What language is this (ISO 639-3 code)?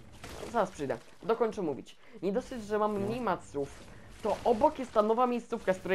pol